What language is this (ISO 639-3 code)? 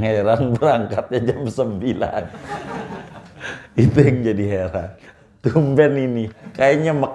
ind